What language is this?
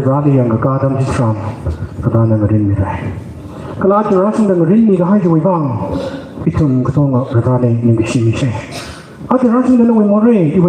Tangkhul Naga (India)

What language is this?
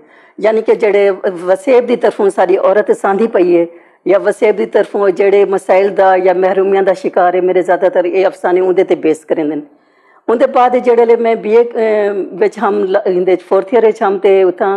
Western Panjabi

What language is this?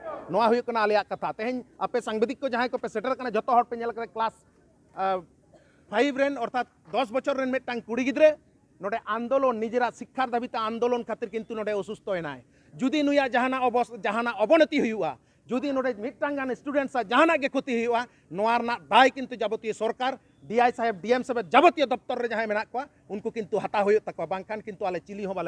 Santali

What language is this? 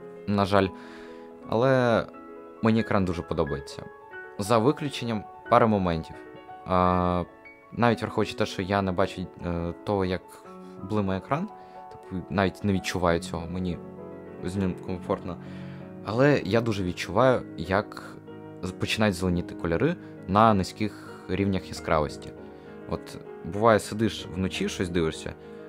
Ukrainian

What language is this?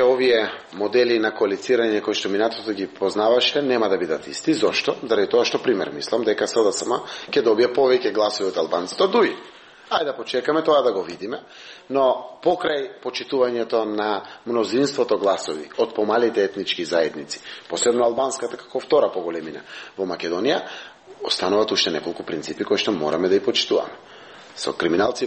Macedonian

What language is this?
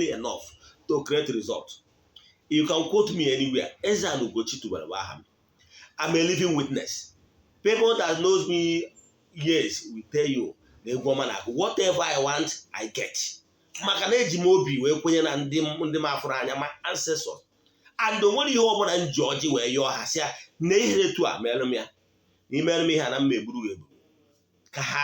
Igbo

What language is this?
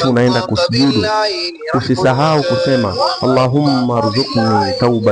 Swahili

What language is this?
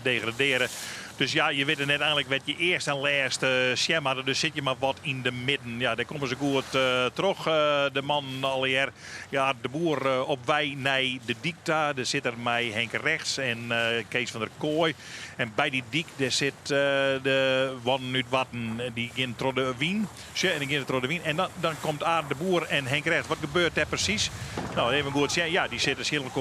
Western Frisian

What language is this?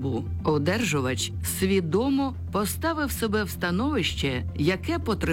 Ukrainian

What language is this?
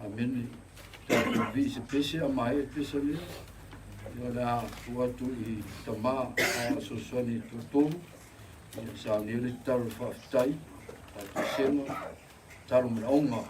Samoan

